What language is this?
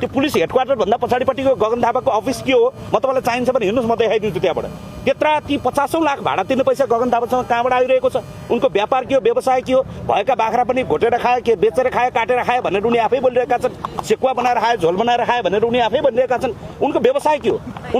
Nepali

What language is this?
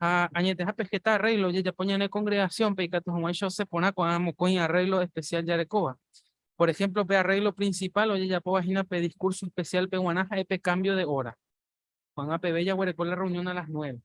Guarani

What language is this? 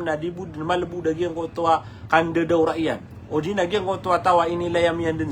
Maranao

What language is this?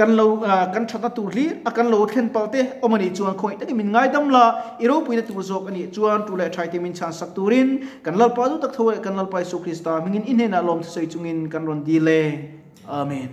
Mizo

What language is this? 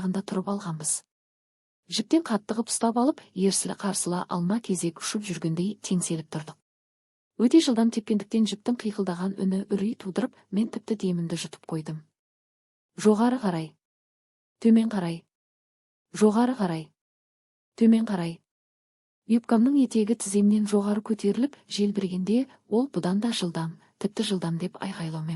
Kazakh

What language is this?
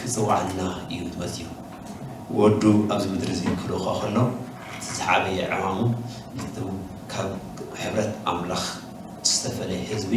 Tigrinya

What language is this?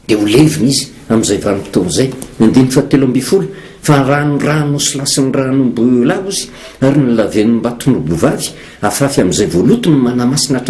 Malagasy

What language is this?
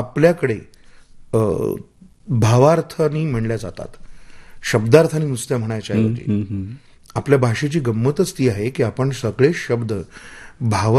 Marathi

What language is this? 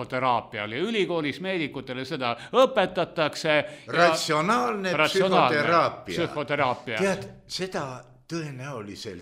Estonian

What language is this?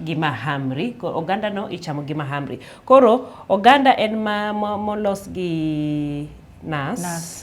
Luo (Kenya and Tanzania)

